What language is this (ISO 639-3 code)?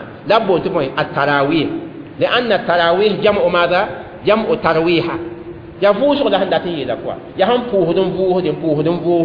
mos